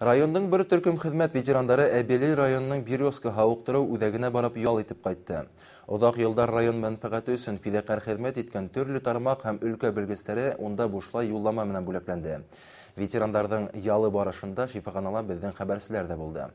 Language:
Bashkir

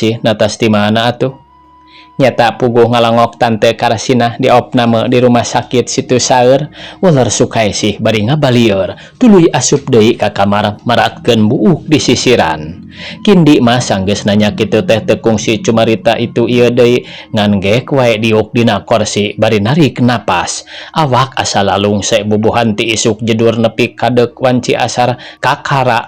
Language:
Sundanese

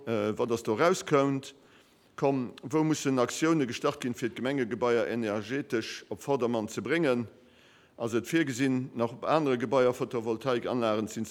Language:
Luxembourgish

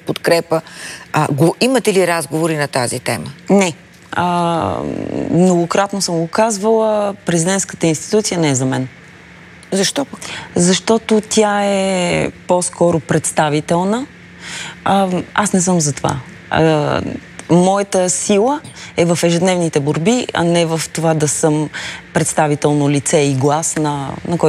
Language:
Bulgarian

